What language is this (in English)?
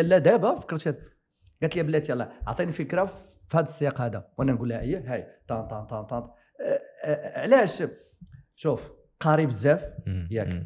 Moroccan Arabic